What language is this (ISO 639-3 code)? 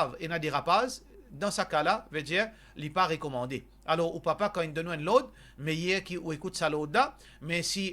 mfe